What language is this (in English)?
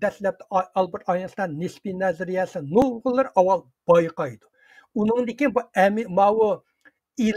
Uyghur